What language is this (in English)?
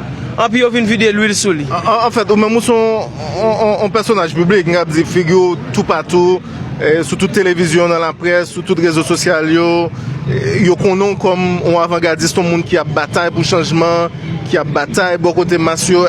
Haitian Creole